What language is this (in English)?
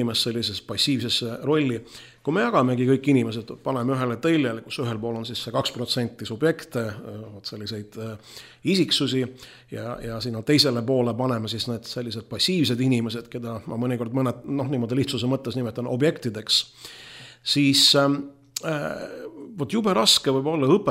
Estonian